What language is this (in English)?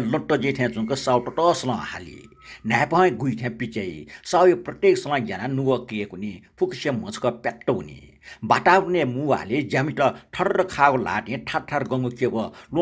Newari